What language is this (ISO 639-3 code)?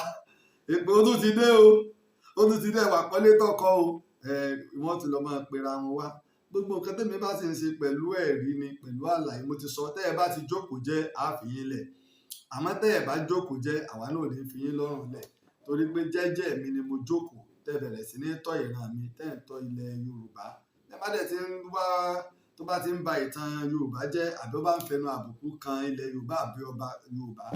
yor